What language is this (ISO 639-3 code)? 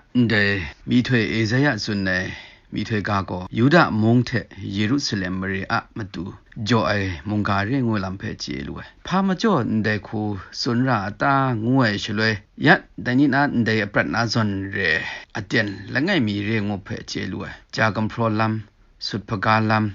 kac